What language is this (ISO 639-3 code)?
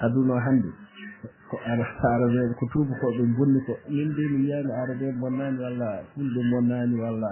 ful